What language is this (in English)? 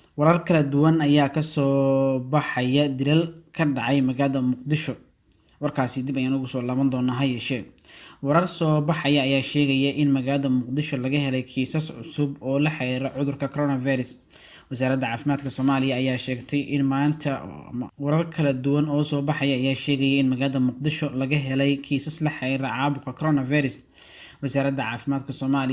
Somali